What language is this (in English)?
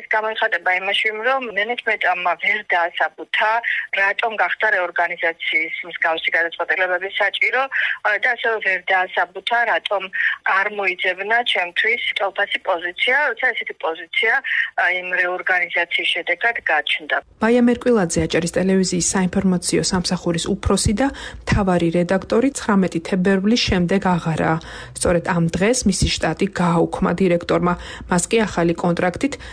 Georgian